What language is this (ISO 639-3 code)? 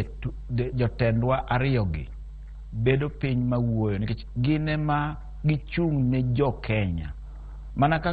luo